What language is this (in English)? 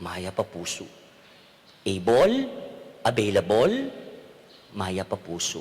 Pampanga